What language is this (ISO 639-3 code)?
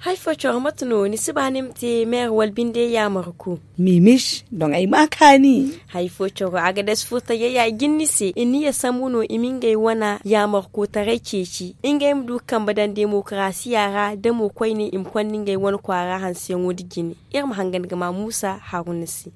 dje